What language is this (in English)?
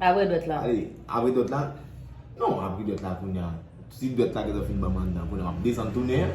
Haitian Creole